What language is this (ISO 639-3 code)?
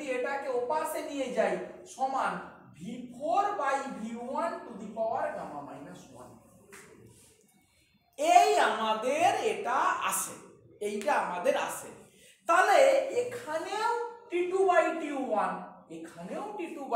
ben